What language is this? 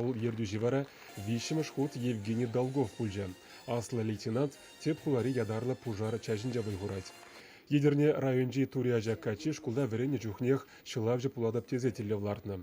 Chuvash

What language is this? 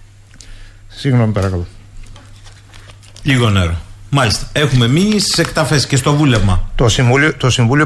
Greek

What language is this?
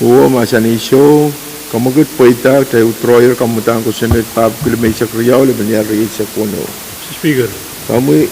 Pohnpeian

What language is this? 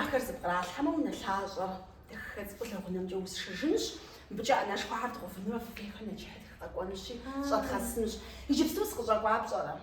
Kabardian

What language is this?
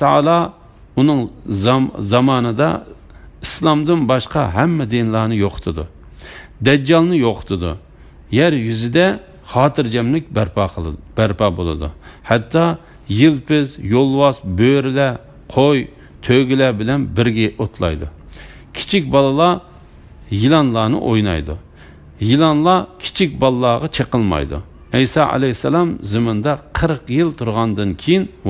Uyghur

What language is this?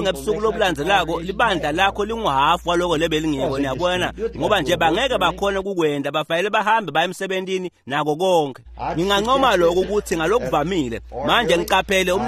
Swati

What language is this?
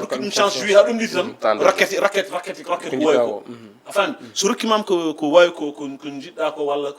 Fula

